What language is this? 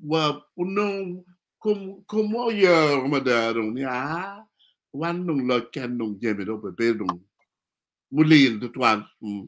Acoli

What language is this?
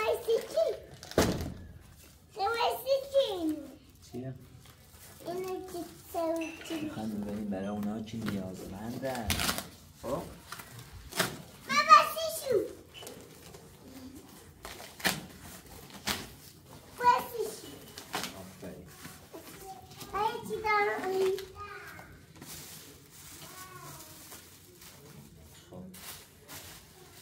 Persian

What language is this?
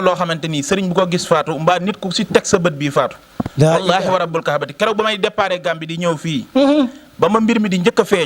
Wolof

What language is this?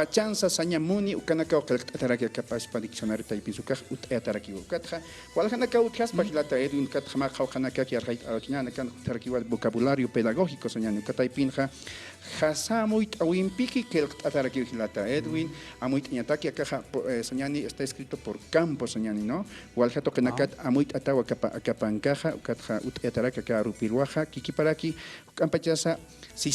Aymara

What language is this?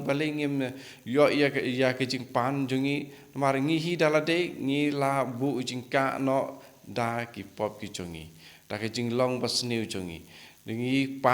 Khasi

